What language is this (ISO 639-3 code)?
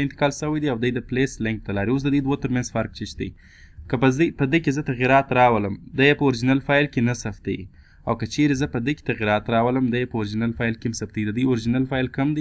pus